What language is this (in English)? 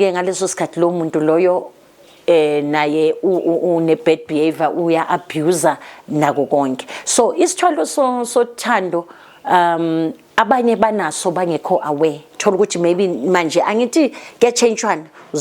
Zulu